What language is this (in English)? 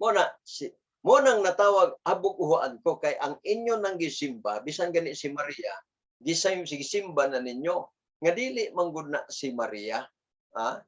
Cebuano